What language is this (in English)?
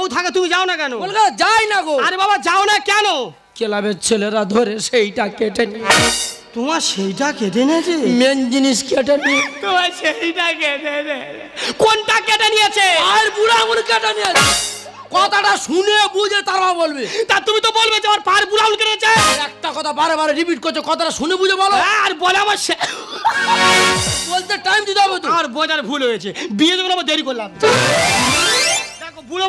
Bangla